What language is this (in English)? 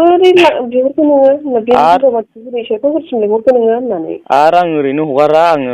Bodo